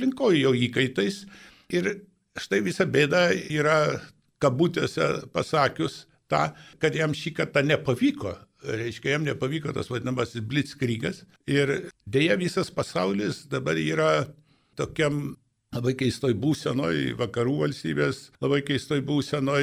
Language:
Lithuanian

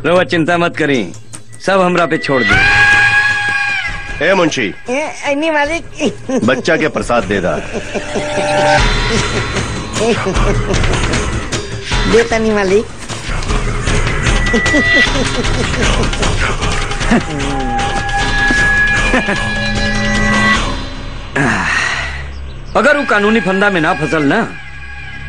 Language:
Bhojpuri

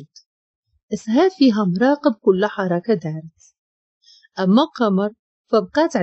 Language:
Moroccan Arabic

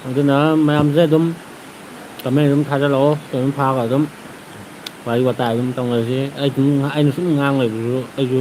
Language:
Manipuri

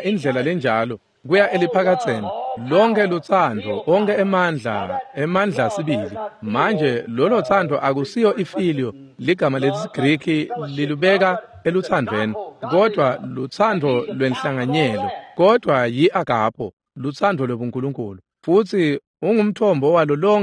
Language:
Swati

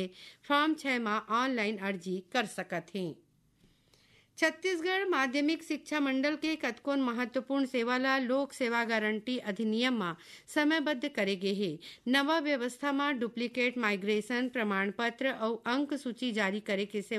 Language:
Chhattisgarhi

